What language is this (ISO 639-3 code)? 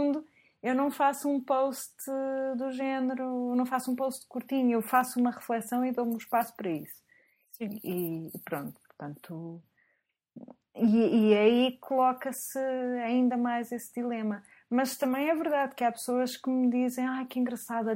por